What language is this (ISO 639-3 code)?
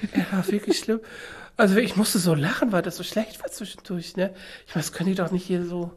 deu